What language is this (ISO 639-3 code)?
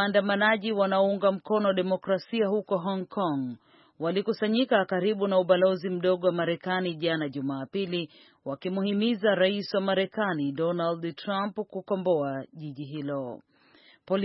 swa